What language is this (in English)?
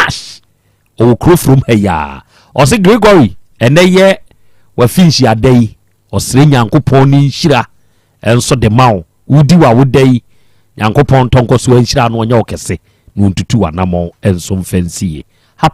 Akan